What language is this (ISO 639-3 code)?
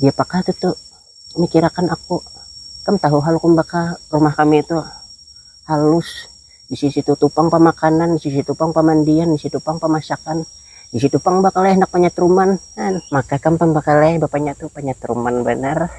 bjn